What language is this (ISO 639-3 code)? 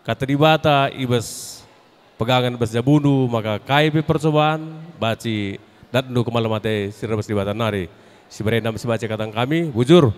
btx